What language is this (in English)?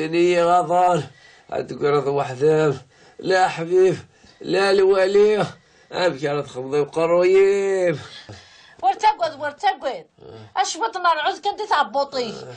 Kabyle